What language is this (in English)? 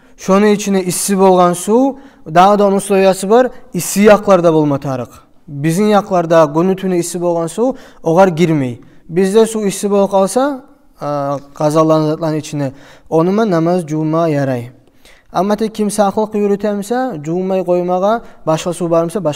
Kumyk